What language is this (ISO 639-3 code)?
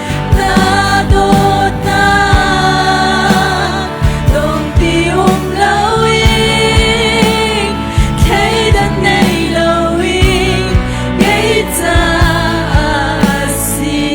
cnh